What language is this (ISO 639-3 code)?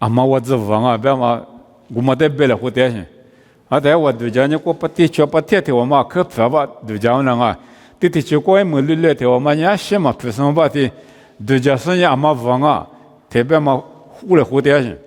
lis